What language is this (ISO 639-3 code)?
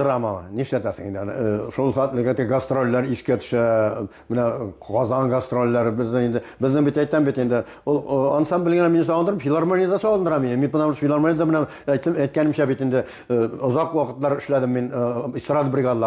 tat